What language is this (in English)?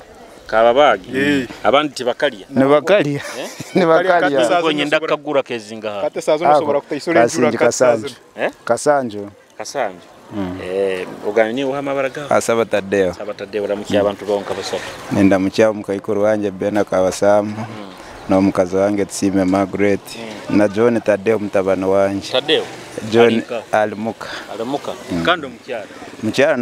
Nyoro